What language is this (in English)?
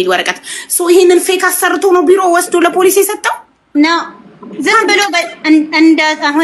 Amharic